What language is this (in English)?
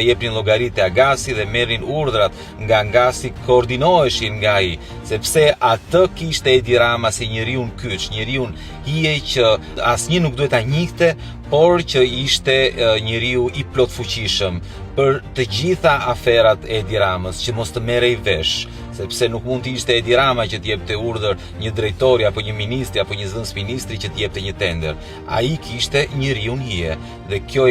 Albanian